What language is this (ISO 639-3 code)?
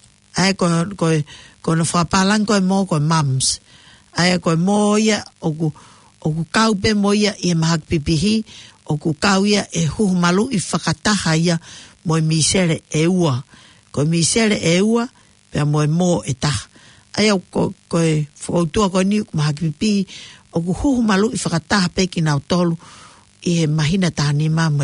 ton